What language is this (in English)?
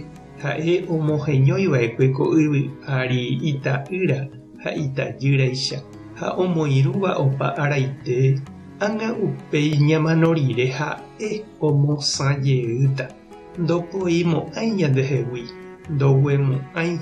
Guarani